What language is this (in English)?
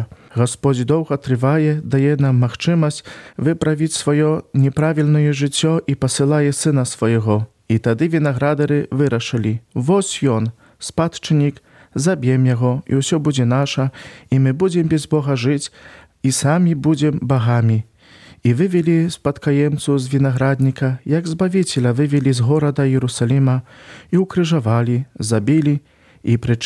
Belarusian